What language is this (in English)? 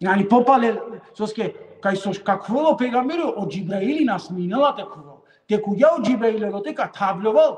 Balkan Romani